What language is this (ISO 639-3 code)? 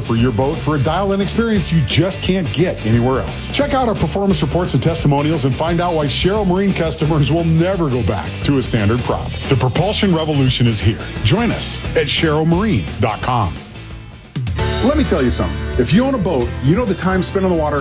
eng